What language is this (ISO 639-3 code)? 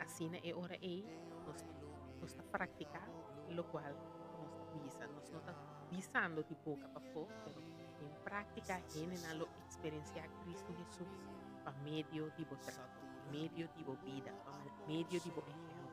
pap